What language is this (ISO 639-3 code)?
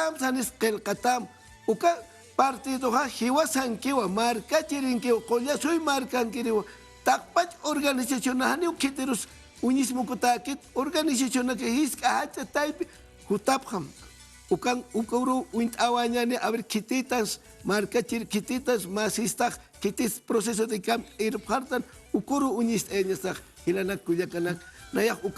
aym